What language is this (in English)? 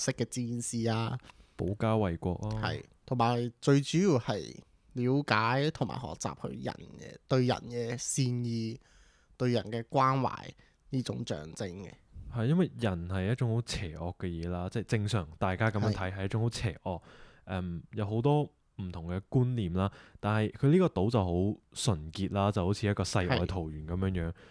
Cantonese